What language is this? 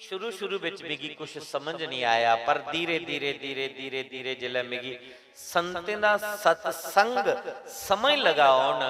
Dogri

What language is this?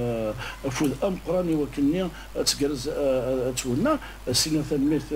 Kabyle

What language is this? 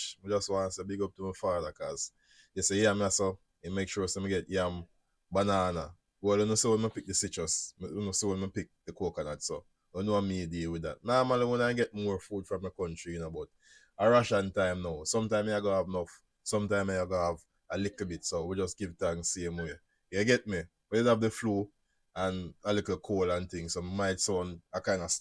Jamaican Creole English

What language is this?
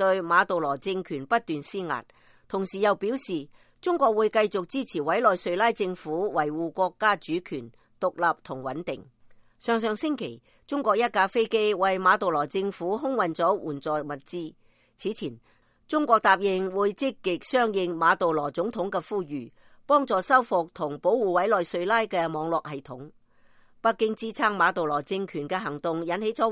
Cantonese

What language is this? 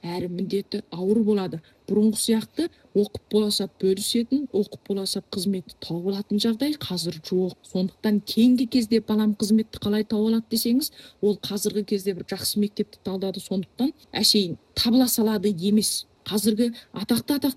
Kazakh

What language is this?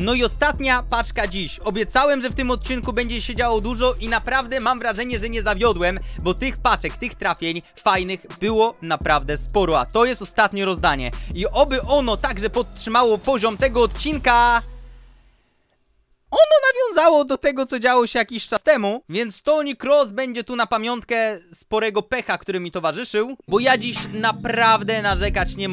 Polish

